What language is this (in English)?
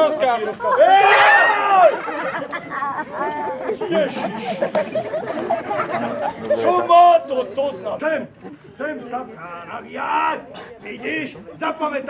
Slovak